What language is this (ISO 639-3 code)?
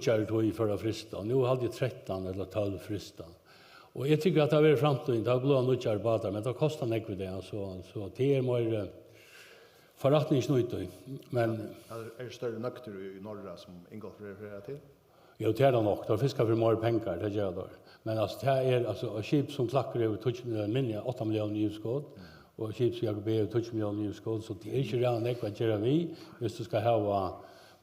fao